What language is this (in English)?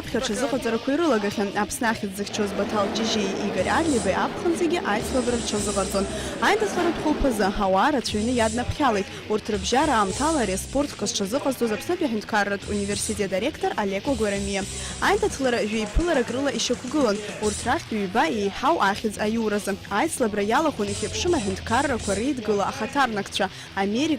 Abkhazian